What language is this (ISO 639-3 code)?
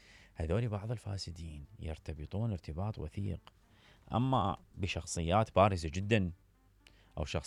acm